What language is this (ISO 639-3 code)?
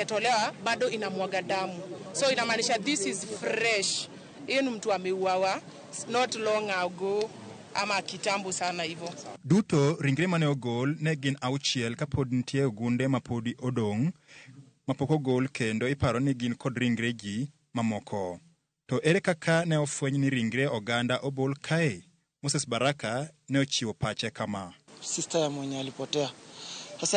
luo